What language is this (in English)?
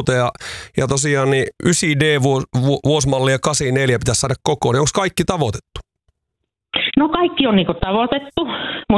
Finnish